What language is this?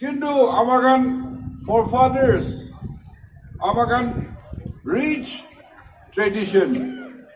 Naga Pidgin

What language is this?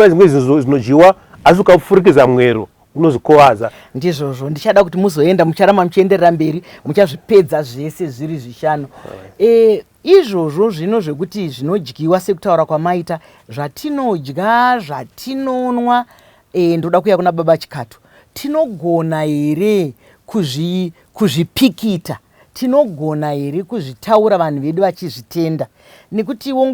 Shona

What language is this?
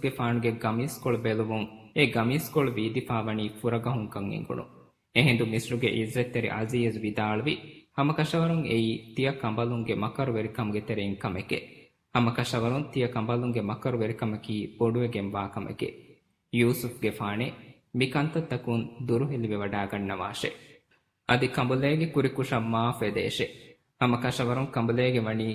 Divehi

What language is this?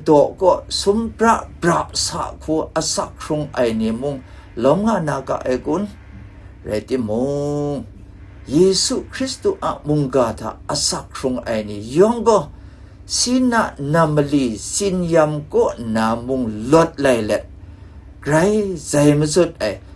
Kachin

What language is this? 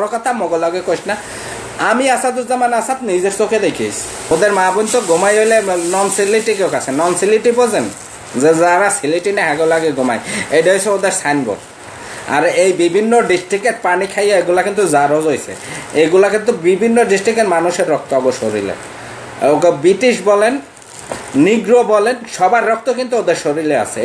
Sylheti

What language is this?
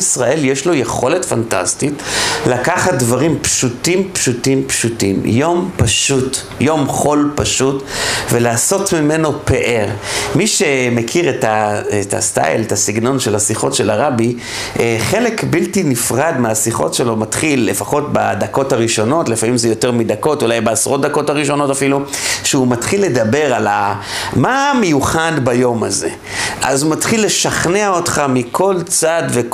Hebrew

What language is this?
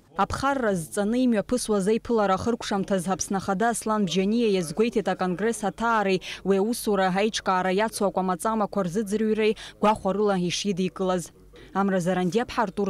Abkhazian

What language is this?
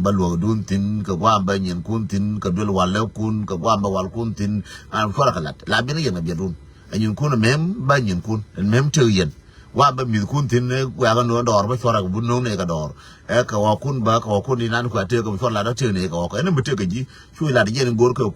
Nuer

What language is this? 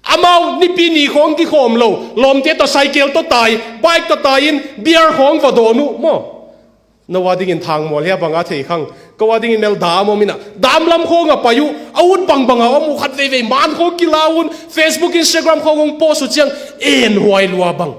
Tedim Chin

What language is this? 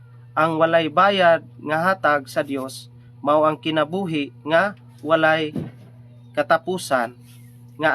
Cebuano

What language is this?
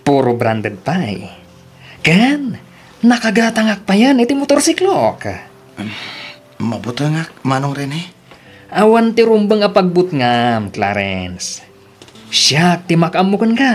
Iloko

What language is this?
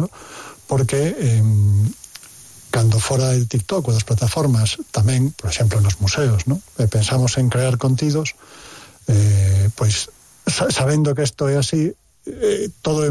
Galician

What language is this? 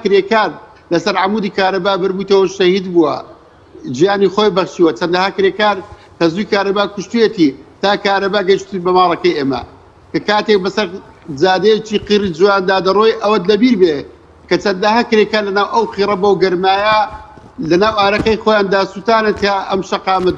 Central Kurdish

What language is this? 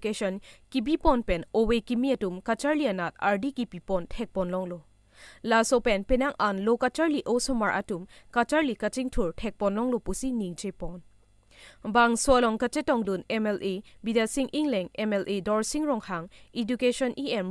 Karbi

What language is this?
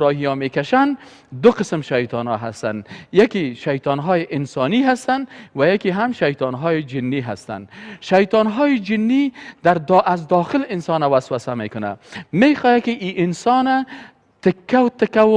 Persian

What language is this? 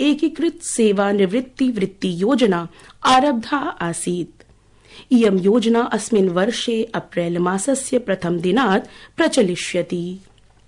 Sanskrit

